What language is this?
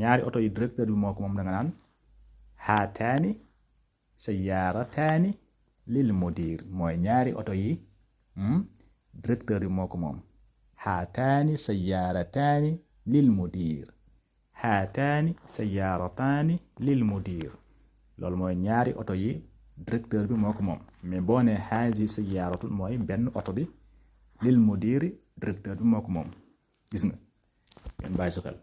Wolof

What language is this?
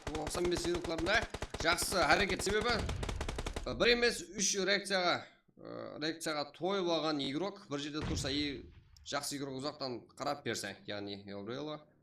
Kara-Kalpak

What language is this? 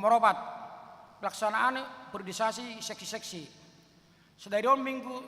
Batak Toba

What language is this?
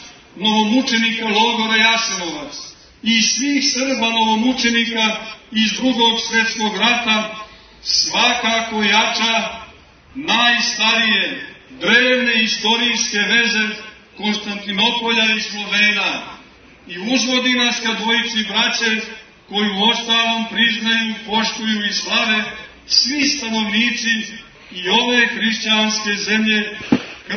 Serbian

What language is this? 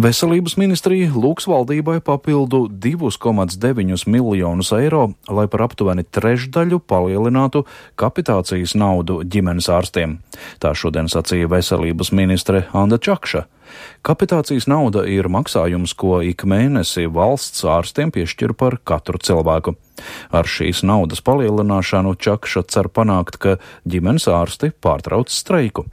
Latvian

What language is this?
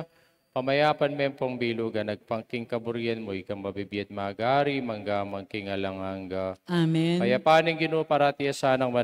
Pampanga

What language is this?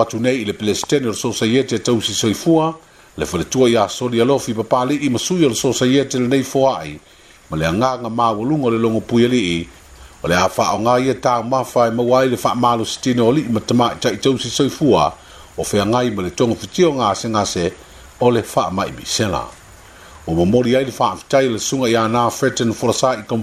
Samoan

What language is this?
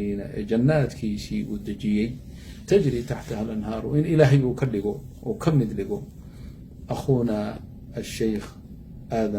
Somali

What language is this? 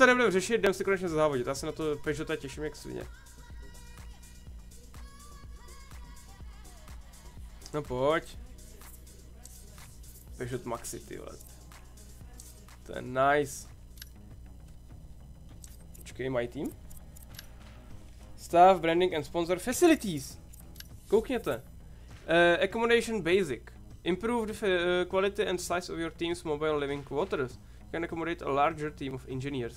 Czech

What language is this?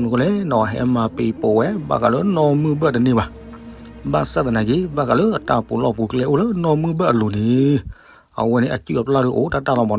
S'gaw Karen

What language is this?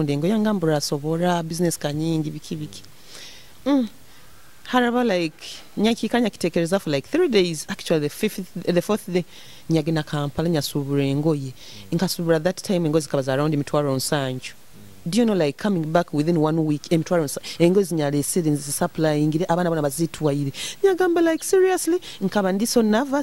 Nyoro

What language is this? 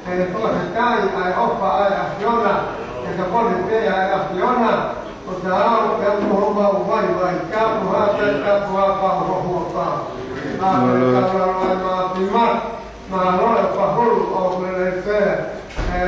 Tongan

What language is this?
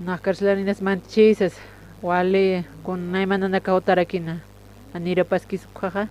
Aymara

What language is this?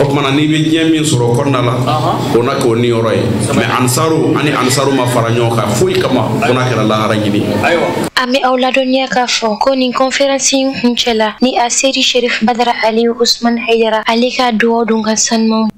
Bambara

